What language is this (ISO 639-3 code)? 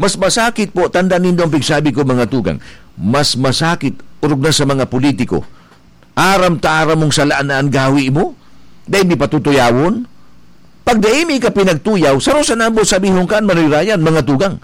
bik